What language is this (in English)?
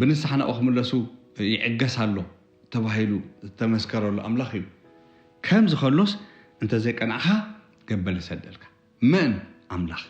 Tigrinya